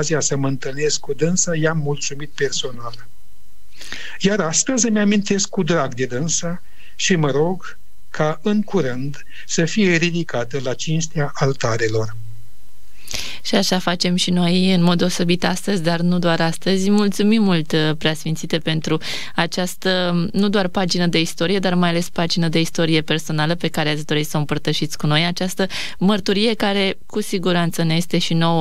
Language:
Romanian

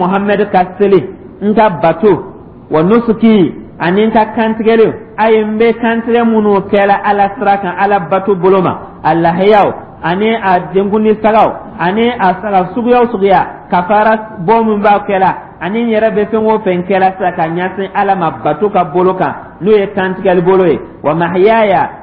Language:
Dyula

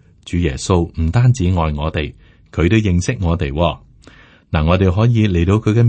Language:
Cantonese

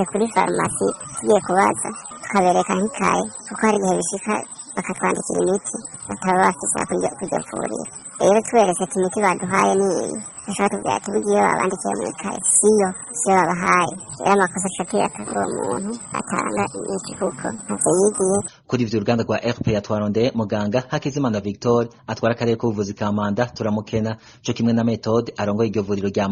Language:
Rundi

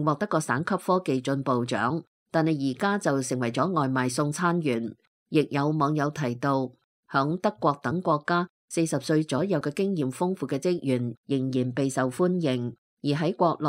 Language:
Cantonese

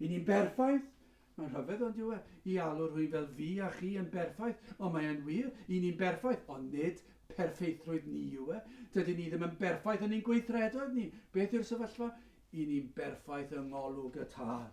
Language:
Welsh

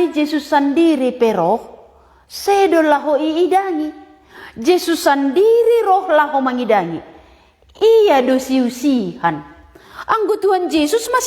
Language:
Batak Simalungun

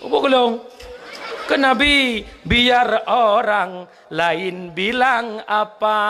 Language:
Achinese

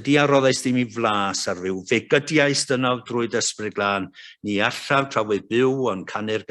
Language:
Welsh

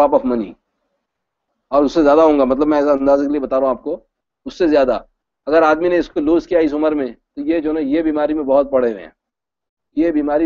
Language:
Urdu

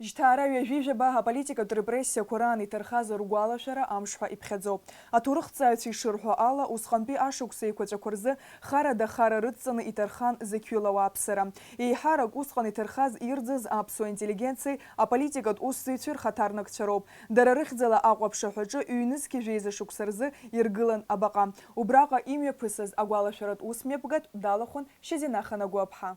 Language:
Abkhazian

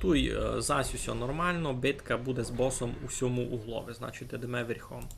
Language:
Rusyn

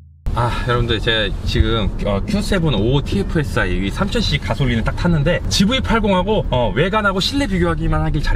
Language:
Korean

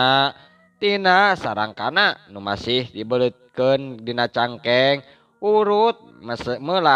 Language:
Sundanese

